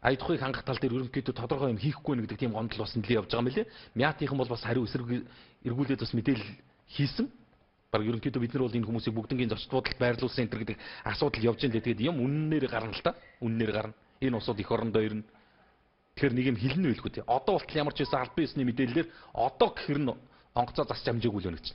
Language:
Mongolian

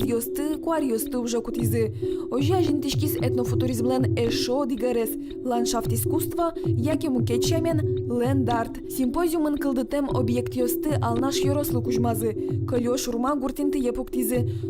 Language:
Udmurt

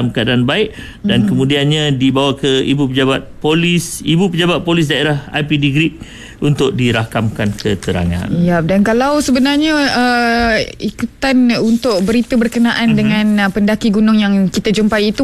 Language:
Malay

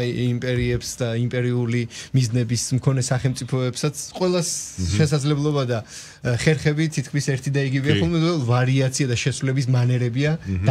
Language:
Georgian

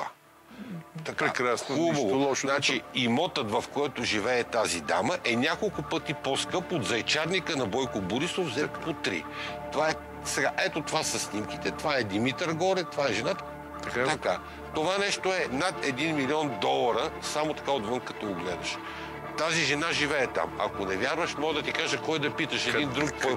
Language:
Bulgarian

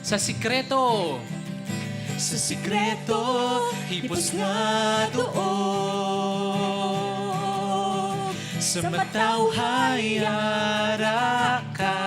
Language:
Hiligaynon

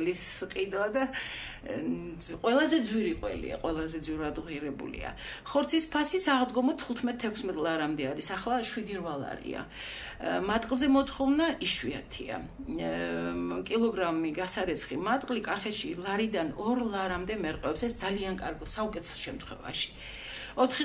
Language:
Georgian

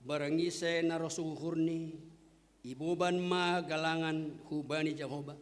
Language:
Batak Simalungun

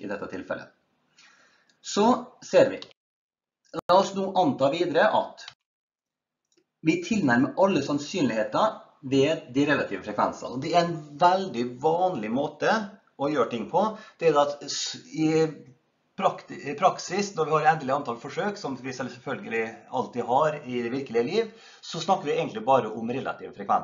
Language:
Norwegian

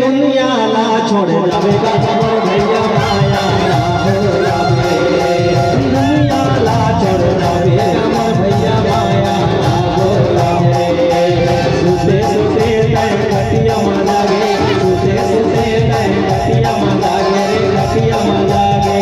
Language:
Chhattisgarhi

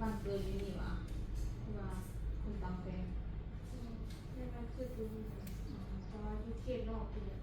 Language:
Lao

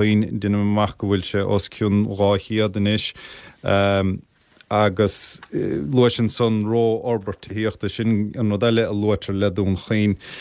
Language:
Irish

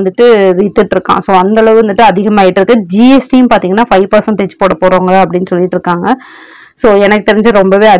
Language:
Tamil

